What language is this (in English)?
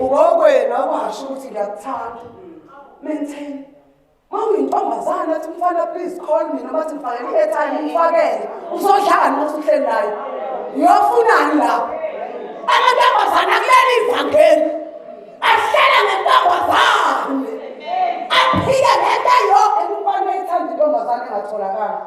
Zulu